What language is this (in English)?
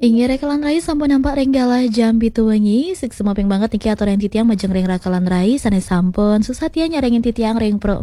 Balinese